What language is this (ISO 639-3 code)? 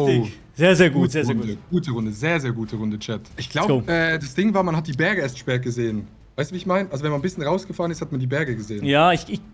gsw